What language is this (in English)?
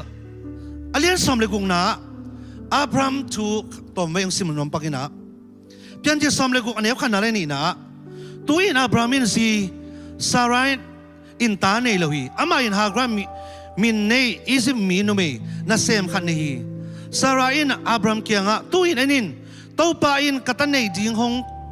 Tedim Chin